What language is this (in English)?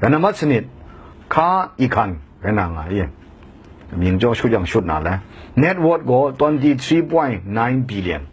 Kachin